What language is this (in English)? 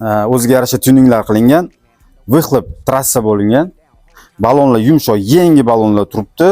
Uzbek